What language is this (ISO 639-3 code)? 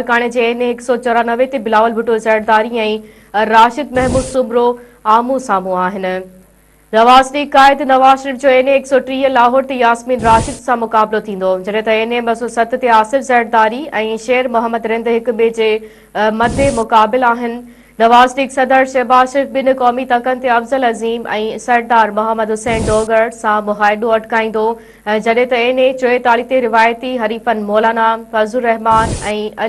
snd